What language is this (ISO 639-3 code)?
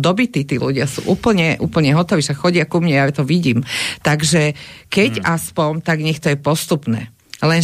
slk